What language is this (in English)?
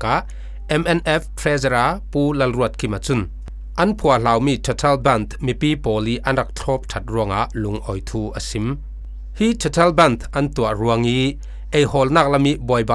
Falam Chin